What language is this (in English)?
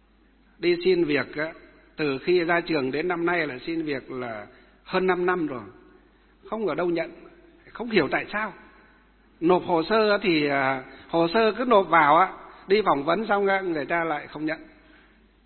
Vietnamese